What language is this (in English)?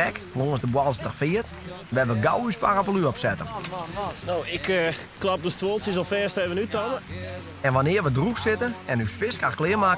Western Frisian